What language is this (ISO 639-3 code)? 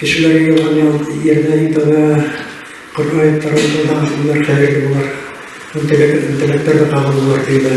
bak